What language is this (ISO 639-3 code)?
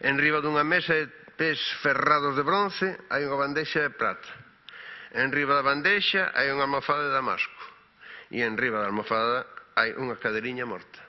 glg